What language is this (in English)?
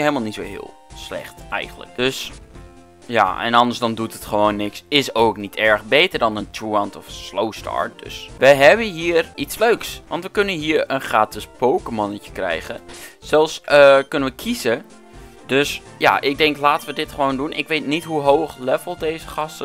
Dutch